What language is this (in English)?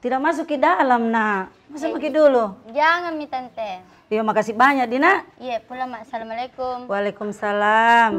Makassar Malay